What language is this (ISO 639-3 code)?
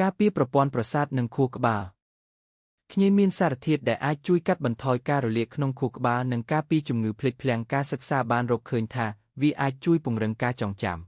khm